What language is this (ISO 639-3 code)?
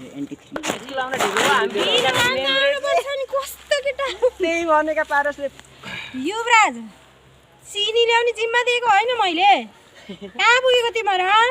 nep